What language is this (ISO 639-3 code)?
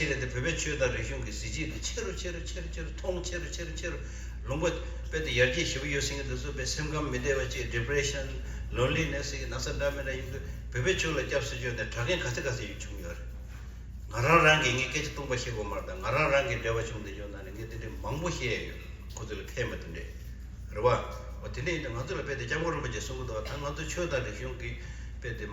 bod